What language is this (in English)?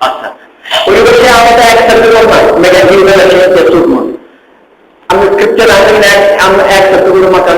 Konkani